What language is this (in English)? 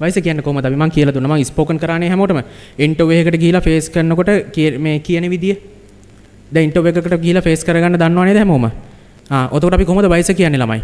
Sinhala